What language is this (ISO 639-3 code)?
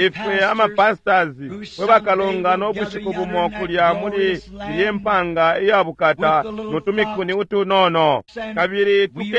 bem